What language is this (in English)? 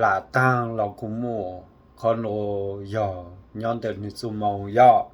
Hmong